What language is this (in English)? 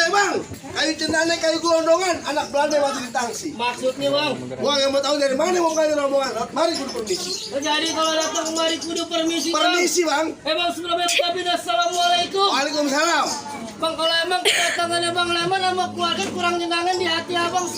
Betawi